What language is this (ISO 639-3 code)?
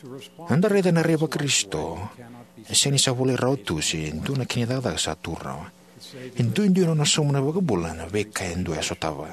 fij